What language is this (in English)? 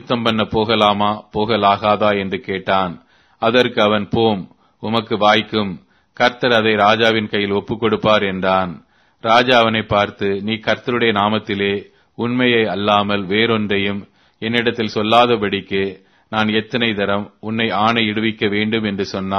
Tamil